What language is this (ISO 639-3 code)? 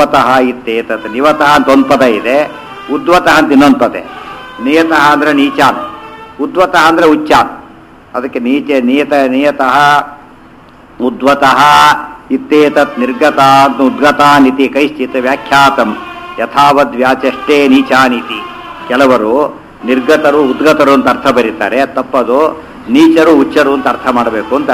kan